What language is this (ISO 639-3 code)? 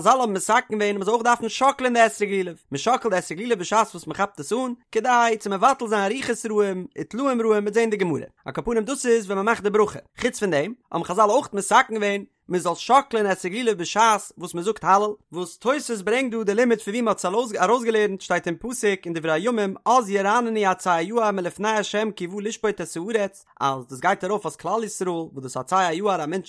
yid